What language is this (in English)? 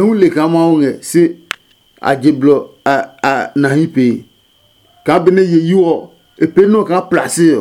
Adangme